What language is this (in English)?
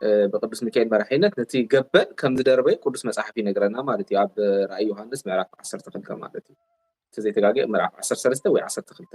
Tigrinya